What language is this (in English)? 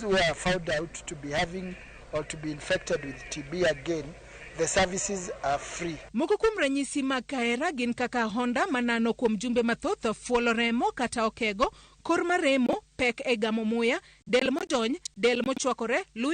Luo (Kenya and Tanzania)